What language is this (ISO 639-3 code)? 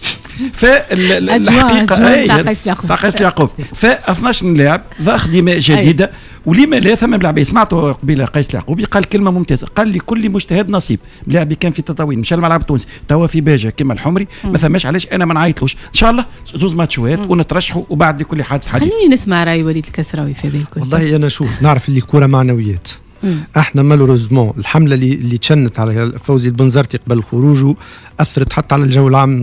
aeb